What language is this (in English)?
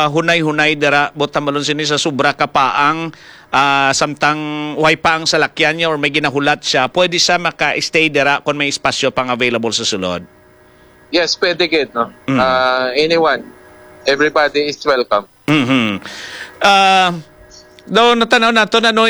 Hiligaynon